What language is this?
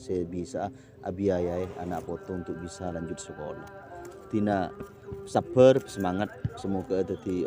Madurese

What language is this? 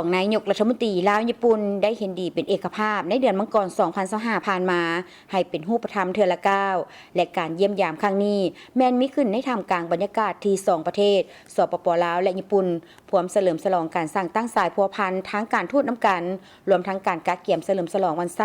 Lao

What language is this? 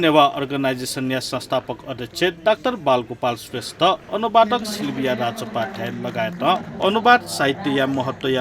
Newari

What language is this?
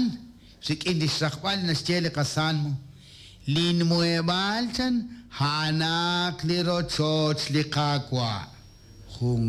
Kekchí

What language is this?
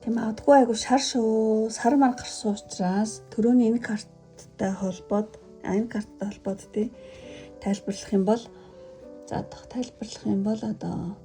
Mongolian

